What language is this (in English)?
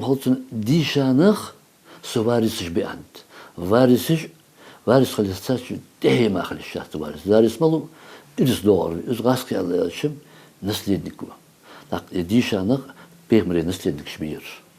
Ingush